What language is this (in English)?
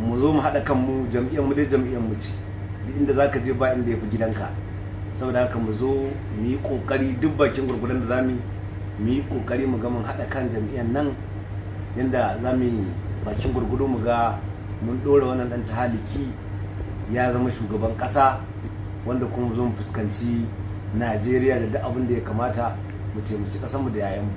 Hausa